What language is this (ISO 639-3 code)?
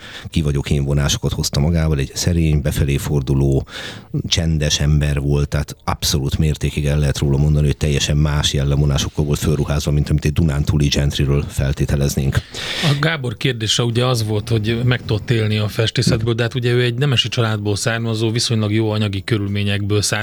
hun